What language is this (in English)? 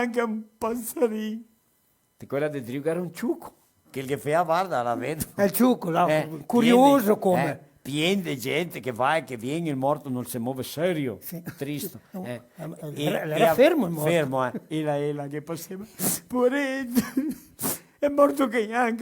Venetian